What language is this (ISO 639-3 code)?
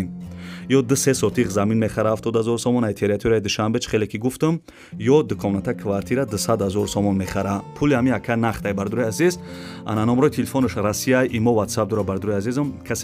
tgk